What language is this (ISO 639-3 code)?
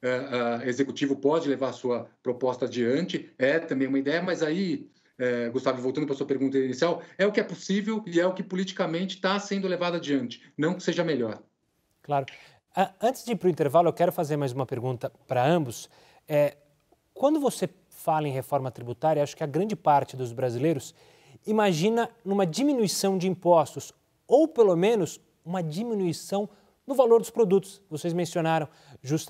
por